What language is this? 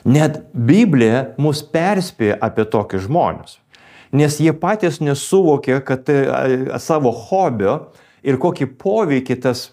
Lithuanian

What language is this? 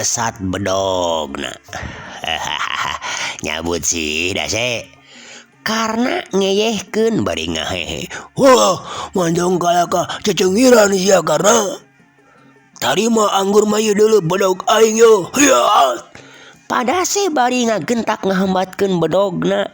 Sundanese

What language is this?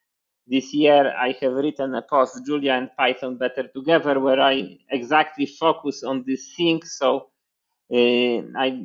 English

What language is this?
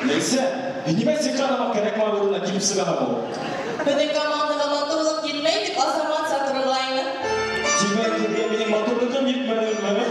Bashkir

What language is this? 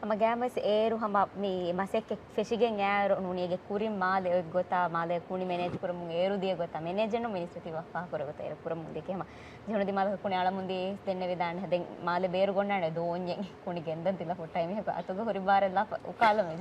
Divehi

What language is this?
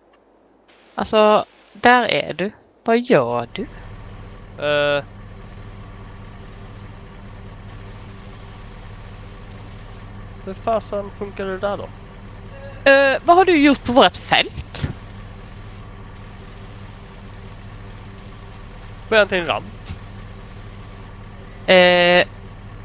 Swedish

